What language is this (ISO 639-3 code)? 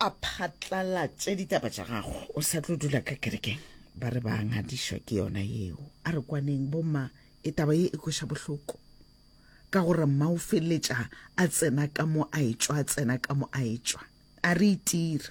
nso